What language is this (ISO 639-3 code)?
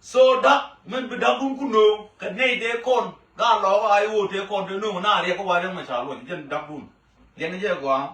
nus